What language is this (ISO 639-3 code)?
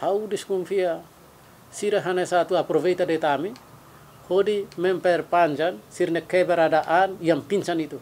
tet